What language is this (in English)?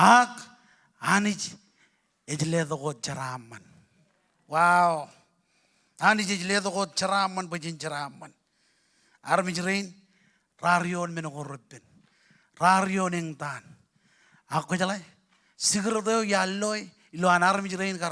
Marshallese